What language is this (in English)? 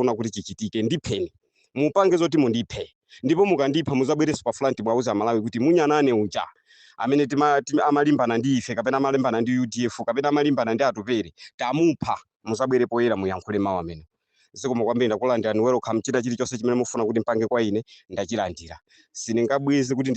Nyanja